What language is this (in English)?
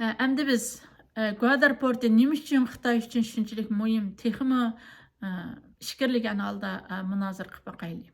Uyghur